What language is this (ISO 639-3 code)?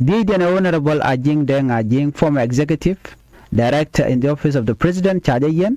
nus